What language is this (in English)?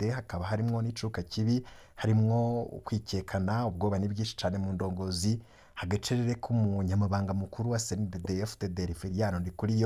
Rundi